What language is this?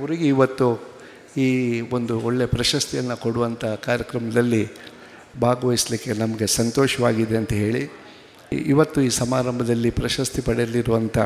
Kannada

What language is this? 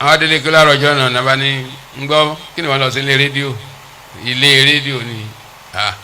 Yoruba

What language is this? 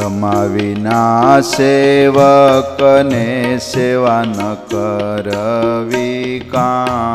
Gujarati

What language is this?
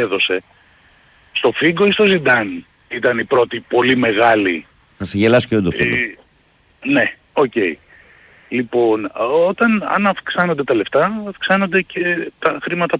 Greek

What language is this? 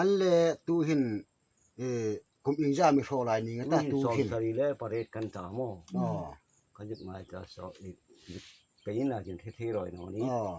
Hmar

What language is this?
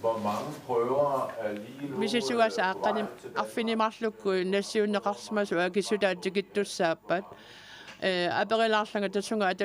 Kalaallisut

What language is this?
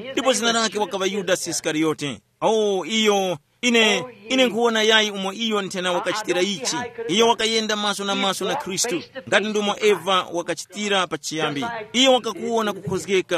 Tumbuka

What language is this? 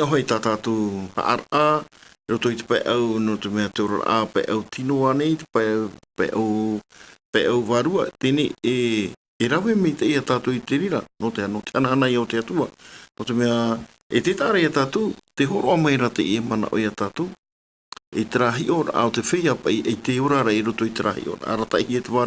Tahitian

